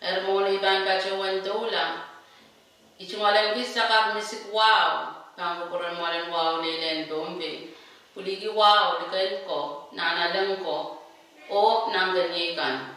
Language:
Pohnpeian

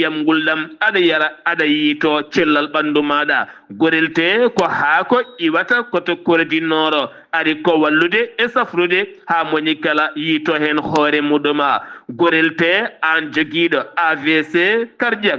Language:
Fula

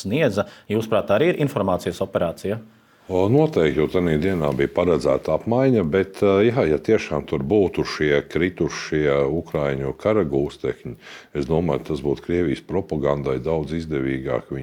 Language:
Latvian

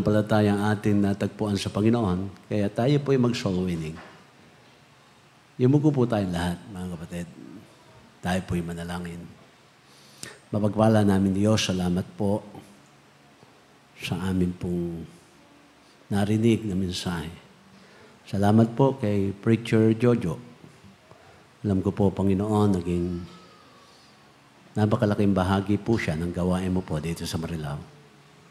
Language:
Filipino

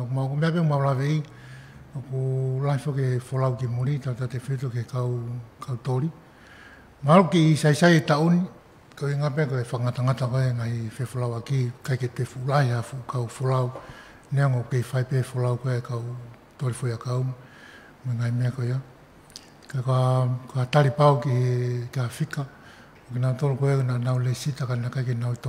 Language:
Tongan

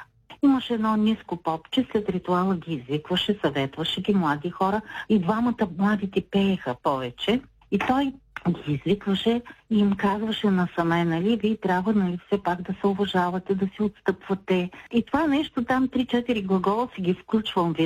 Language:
Bulgarian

